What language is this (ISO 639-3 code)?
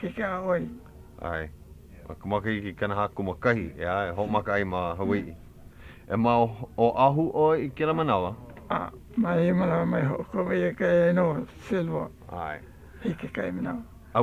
haw